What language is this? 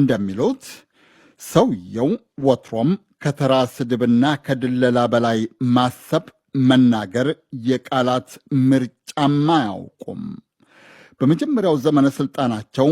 Amharic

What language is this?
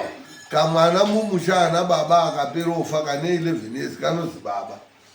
Shona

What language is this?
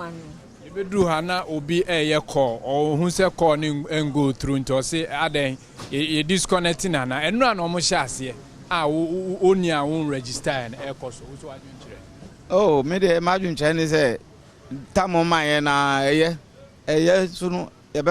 Akan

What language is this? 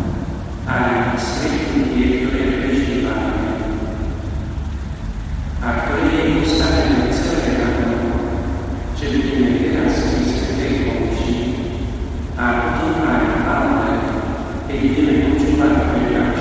Slovak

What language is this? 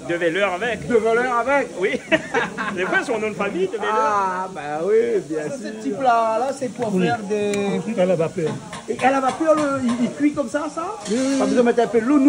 Réunion Creole French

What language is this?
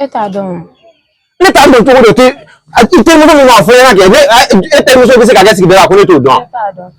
Bambara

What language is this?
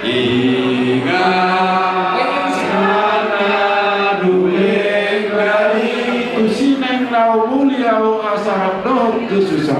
Batak Toba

